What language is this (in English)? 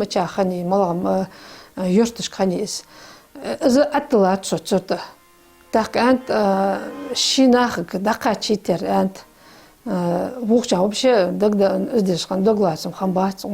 Ingush